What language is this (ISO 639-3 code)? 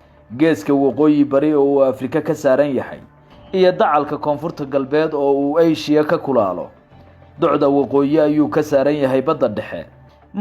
som